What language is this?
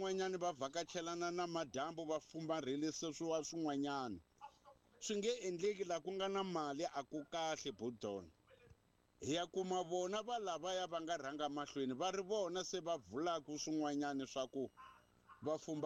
Tsonga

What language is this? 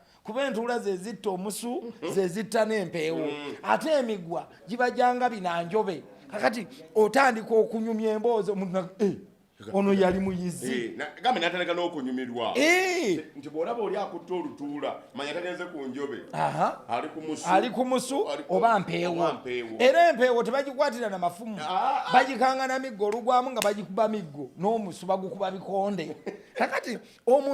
Ganda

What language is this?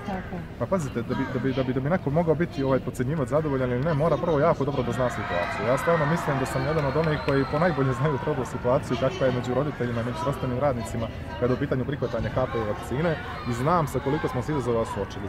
Bosnian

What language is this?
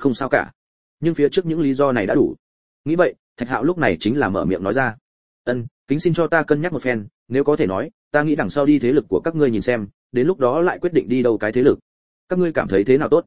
Vietnamese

